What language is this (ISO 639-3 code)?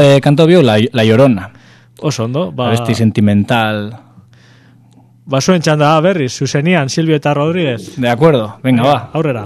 eus